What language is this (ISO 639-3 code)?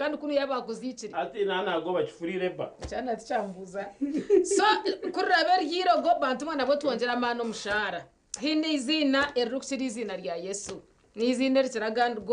nyn